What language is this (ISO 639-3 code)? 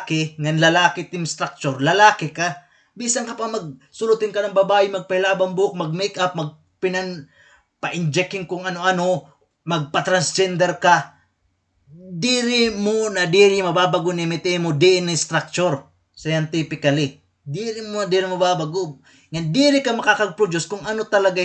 war